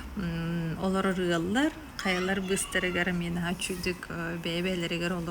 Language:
Yakut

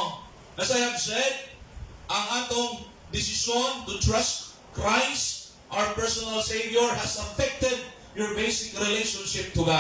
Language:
Cebuano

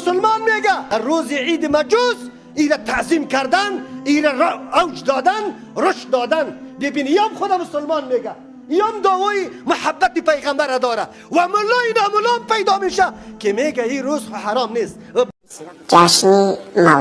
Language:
Persian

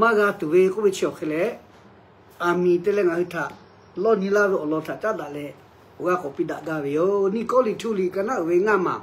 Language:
Lahu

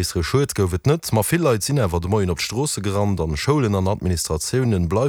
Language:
Luxembourgish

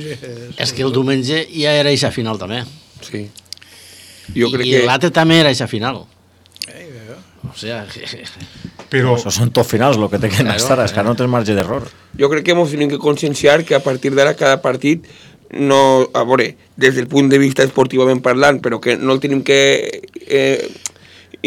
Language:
Catalan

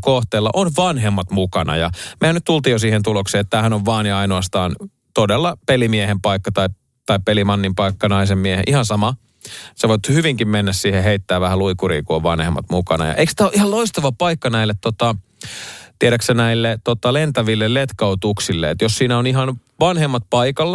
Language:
Finnish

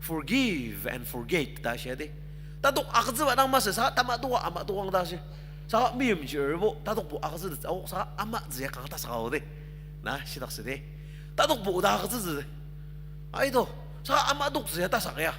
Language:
Ao Naga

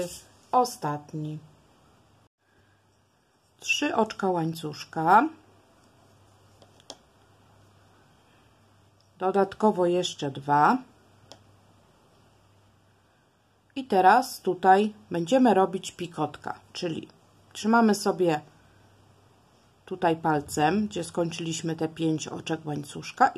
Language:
Polish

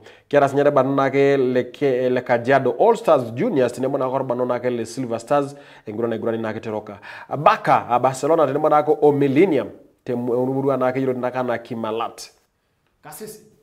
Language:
Masai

